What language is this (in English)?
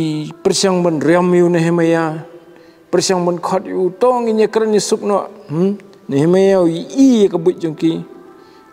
Khasi